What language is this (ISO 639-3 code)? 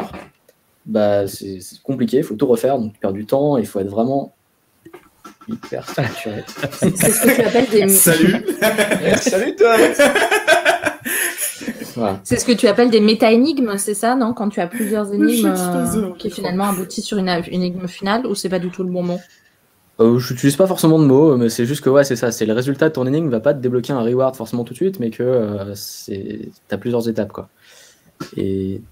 fra